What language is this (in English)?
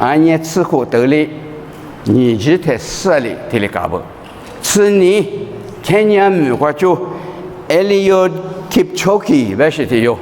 Lisu